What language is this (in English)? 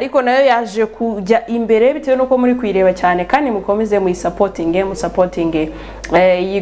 Kinyarwanda